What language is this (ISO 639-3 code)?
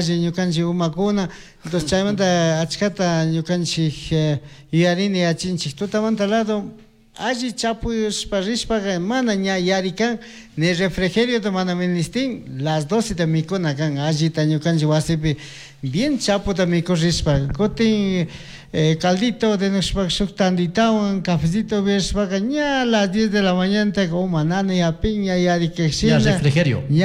qug